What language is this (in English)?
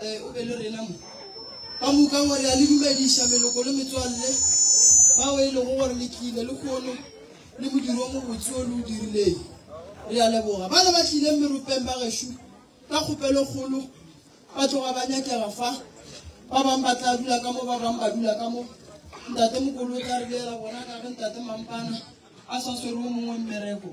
Northern Sotho